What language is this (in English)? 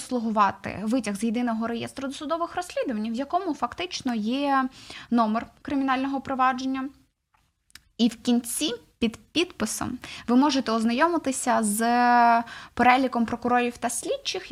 Ukrainian